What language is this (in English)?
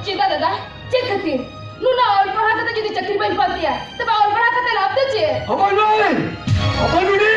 Santali